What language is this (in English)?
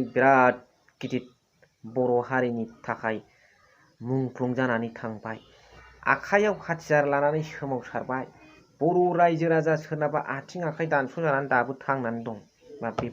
Bodo